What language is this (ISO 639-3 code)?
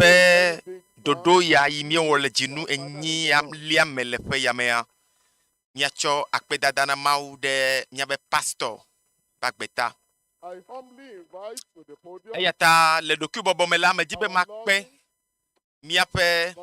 ewe